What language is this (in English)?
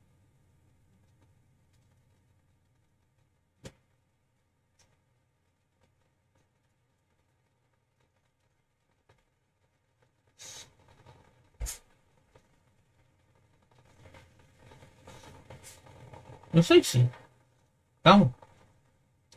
Portuguese